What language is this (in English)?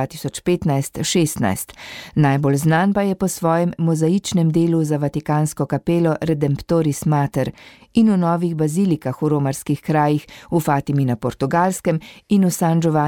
Slovenian